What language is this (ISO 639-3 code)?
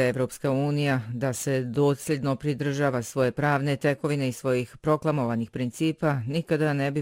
bos